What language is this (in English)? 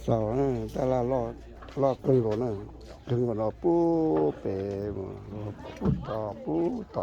Hmong